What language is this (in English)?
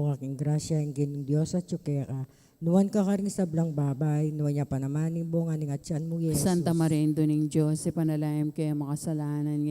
Pampanga